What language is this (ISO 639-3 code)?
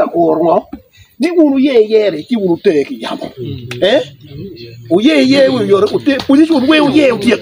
ach